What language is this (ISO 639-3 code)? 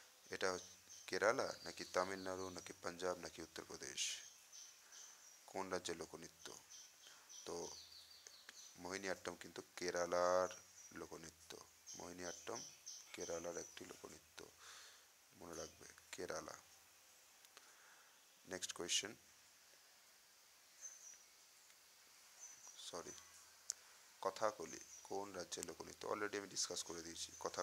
ben